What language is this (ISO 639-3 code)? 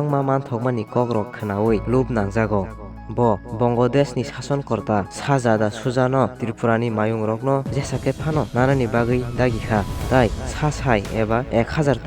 trp